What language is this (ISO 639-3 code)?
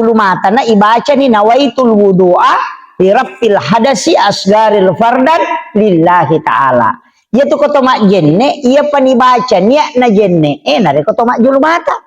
bug